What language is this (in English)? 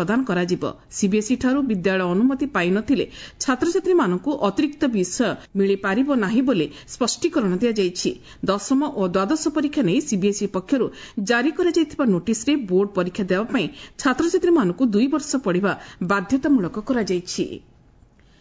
Odia